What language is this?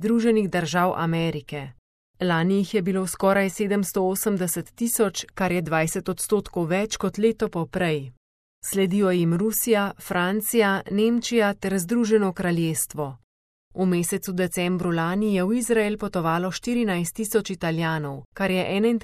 Slovenian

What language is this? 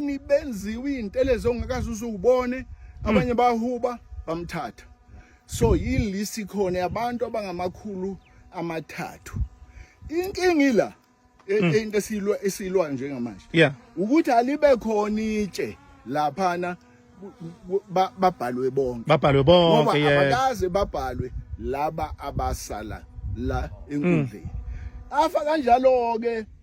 Zulu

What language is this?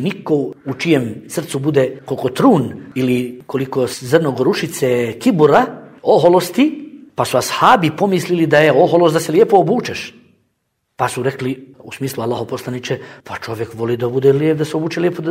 Bosnian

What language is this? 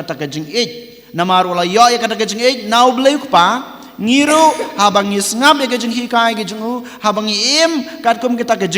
Khasi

